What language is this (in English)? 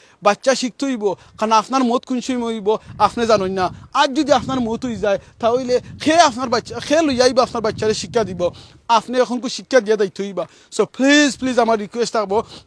Sylheti